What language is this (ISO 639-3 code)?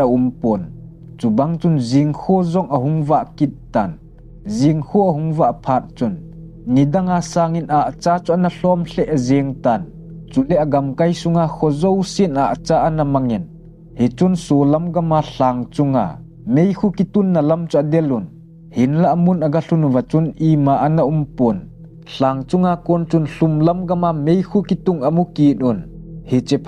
tcz